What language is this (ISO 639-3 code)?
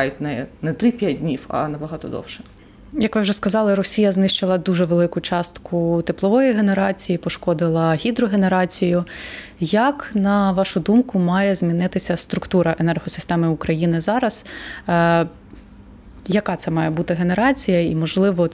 ukr